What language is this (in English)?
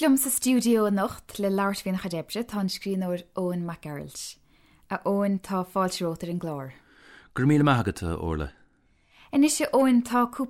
Irish